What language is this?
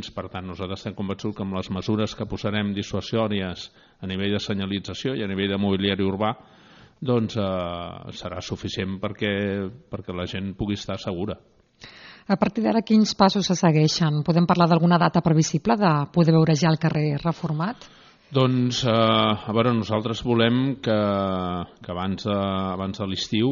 Catalan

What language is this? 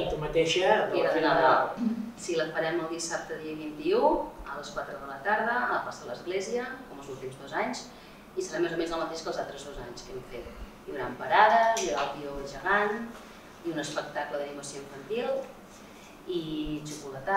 Catalan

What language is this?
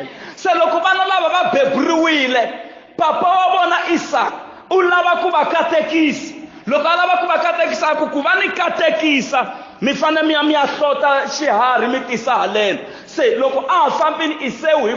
Tsonga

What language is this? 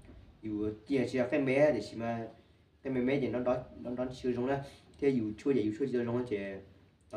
Hmong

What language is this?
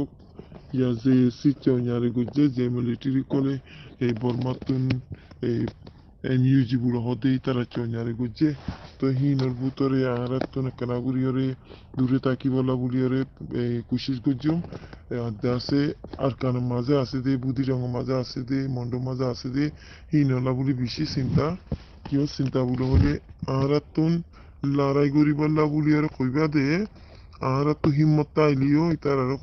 Rohingya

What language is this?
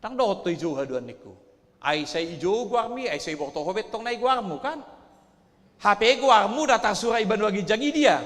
Batak Toba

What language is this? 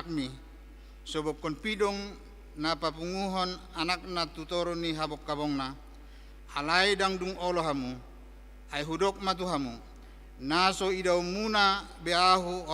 Batak Toba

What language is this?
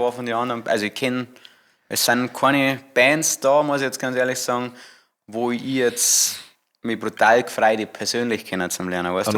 Bavarian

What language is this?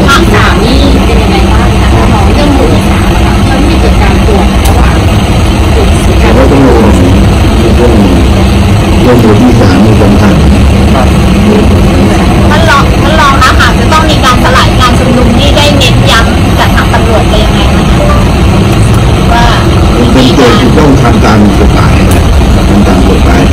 Thai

